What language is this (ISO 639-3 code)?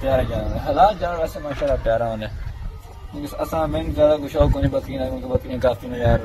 skr